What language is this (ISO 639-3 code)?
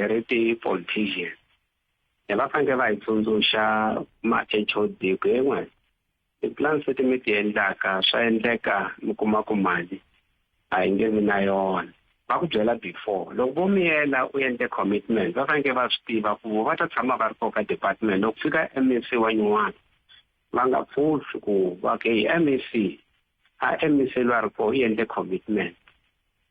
tso